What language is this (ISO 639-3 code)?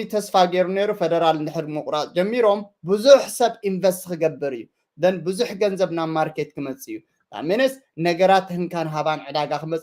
tir